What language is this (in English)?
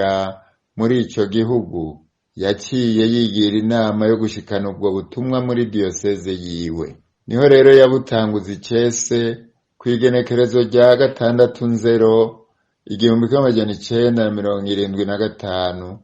Rundi